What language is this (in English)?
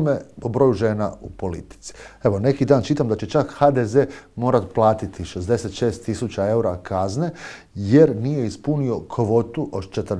Croatian